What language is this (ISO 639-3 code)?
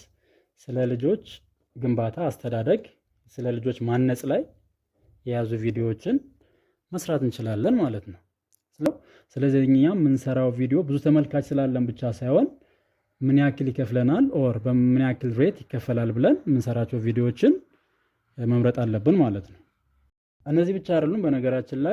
amh